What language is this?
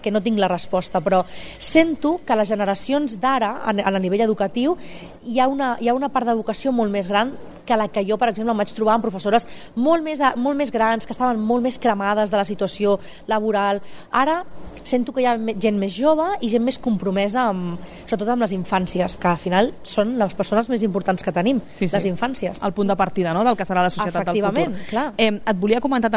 Catalan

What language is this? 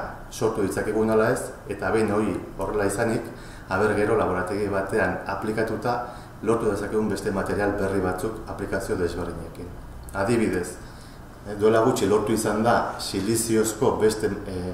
Basque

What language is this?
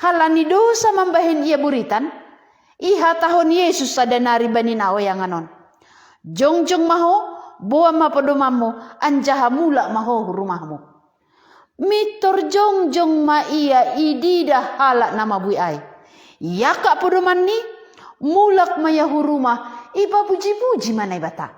Batak Simalungun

